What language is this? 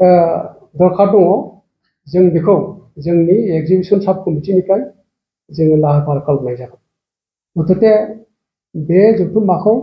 Bodo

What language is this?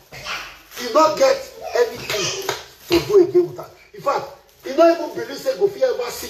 Nigerian Pidgin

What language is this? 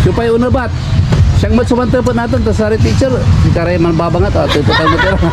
Pangasinan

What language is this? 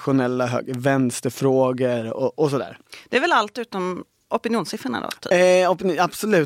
Swedish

